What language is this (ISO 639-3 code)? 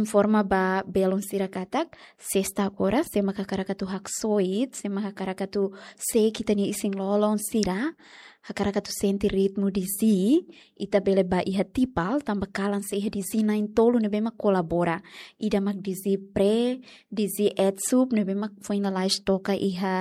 tet